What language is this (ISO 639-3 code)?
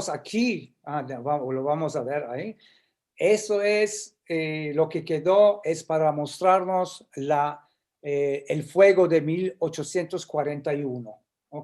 lad